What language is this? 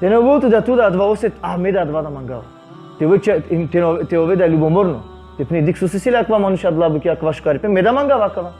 Balkan Romani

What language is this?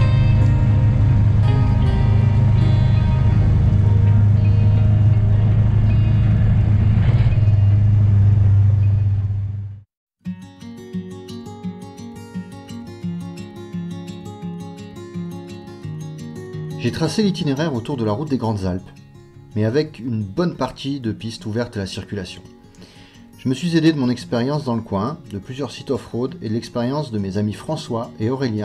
French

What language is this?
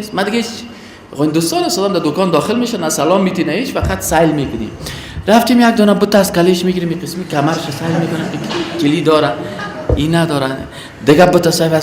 Persian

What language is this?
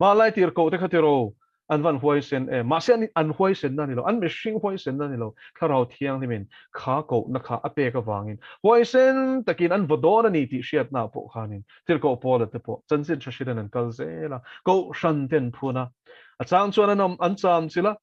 Mizo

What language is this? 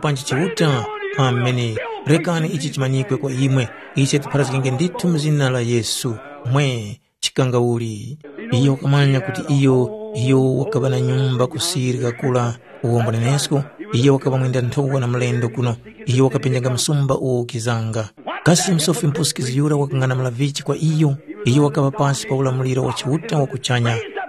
Tumbuka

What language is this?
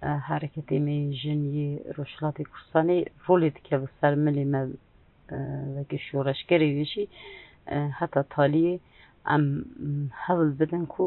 Kurdish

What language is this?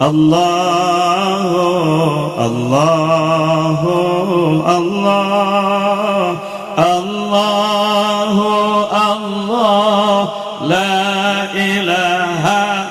Sundanese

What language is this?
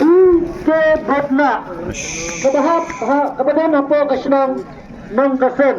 Khasi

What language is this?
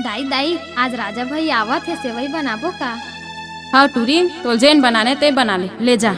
Chhattisgarhi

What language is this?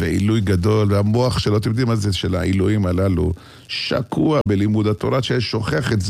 Hebrew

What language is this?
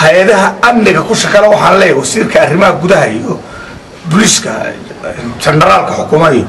Somali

